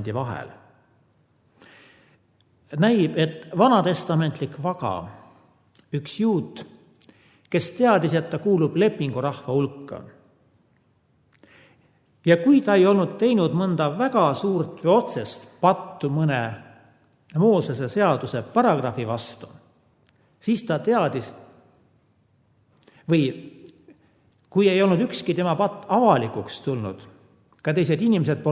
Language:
Estonian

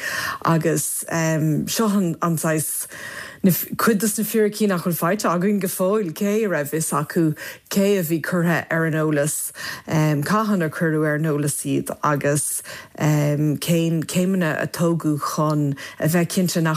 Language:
Irish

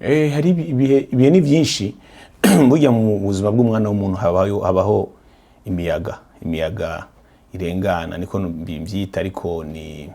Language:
Rundi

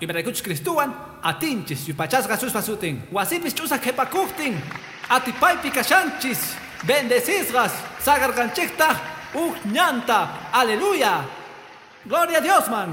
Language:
Quechua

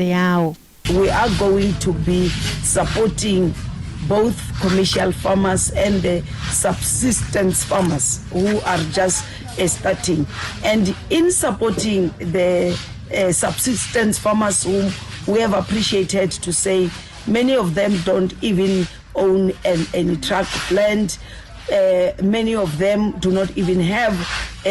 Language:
Venda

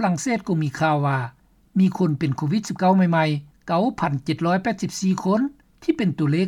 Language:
Lao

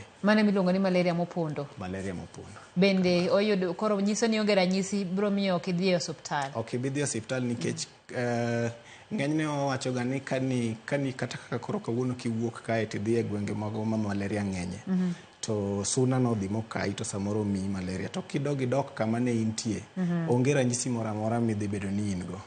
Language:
Luo (Kenya and Tanzania)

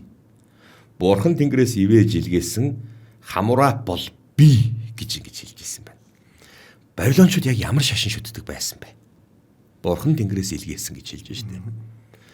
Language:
Mongolian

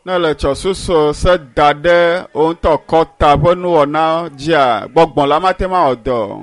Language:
Ewe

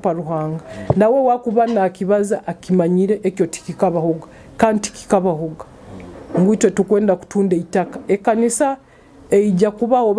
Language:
Nyoro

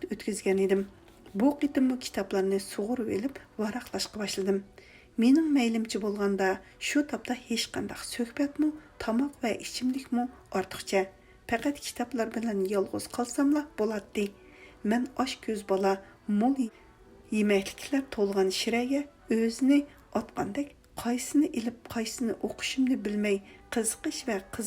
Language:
Uyghur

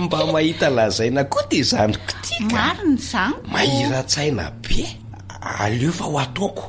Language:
Malagasy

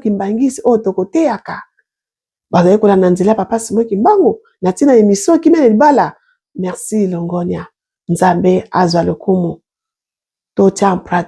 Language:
Lingala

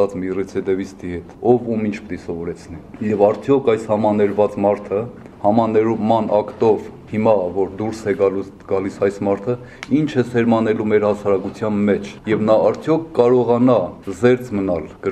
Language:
Armenian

